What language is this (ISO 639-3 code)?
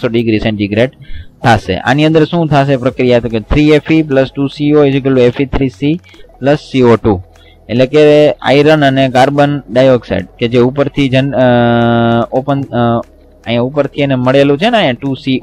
guj